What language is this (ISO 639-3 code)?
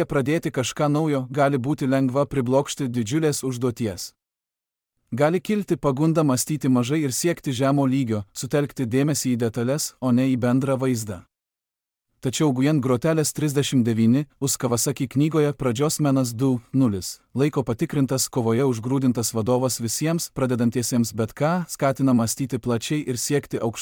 lit